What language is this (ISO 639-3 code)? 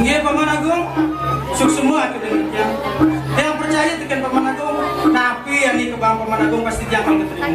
ban